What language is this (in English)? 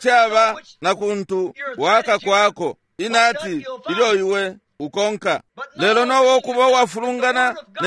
Bemba